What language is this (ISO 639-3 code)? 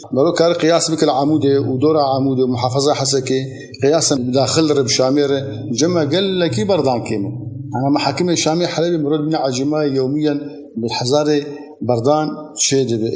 kur